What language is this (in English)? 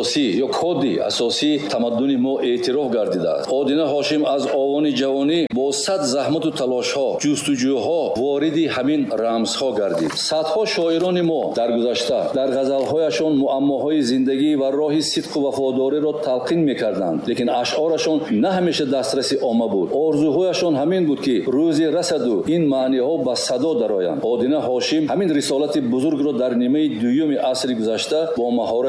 Tajik